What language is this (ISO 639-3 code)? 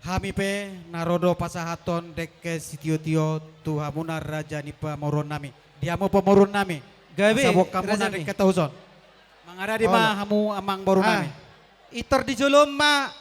bbc